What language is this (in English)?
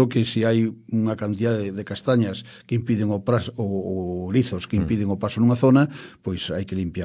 Galician